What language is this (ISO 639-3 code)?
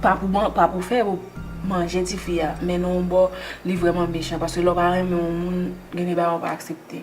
hat